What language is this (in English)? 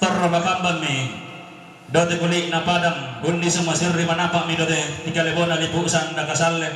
Toraja-Sa'dan